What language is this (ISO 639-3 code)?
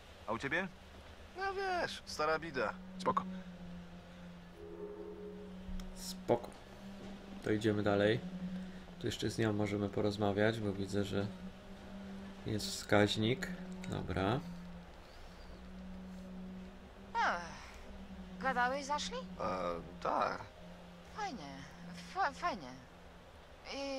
pol